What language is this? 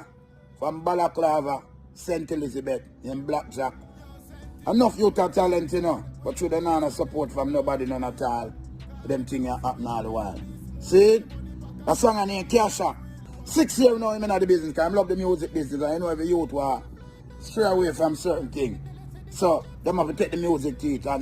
Jamaican Creole English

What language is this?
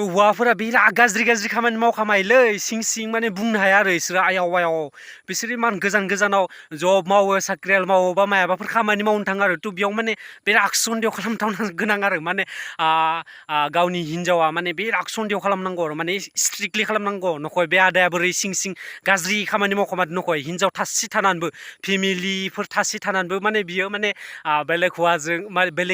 Bodo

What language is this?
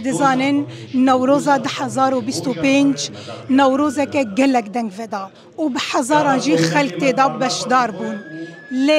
Kurdish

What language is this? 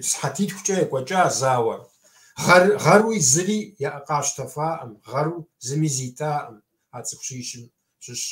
Kabardian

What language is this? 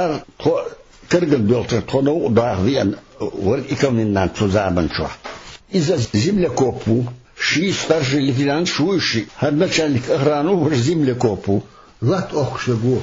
Chechen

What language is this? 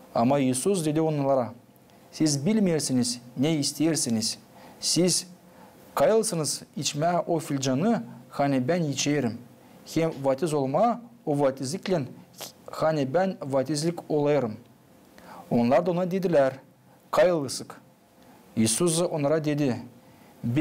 Gagauz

